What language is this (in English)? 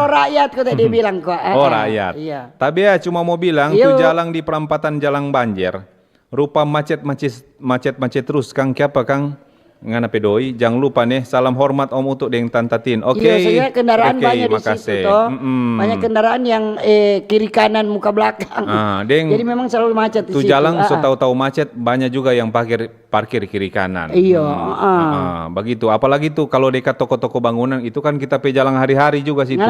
Manado Malay